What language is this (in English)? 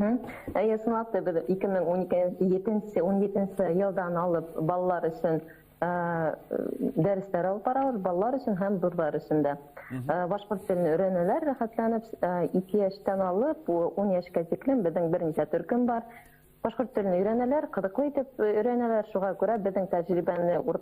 Bashkir